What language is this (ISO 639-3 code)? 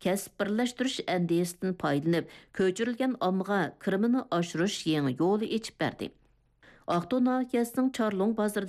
uig